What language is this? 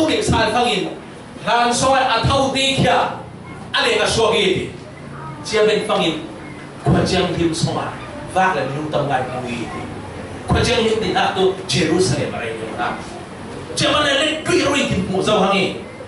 Falam Chin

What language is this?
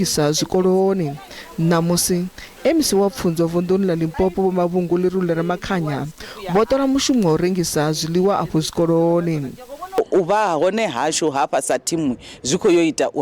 Venda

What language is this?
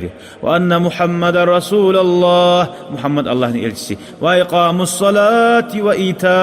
Kumyk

